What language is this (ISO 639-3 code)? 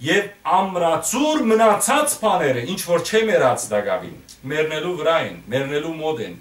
hyw